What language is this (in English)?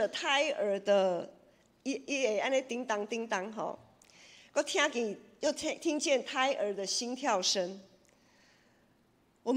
Min Nan Chinese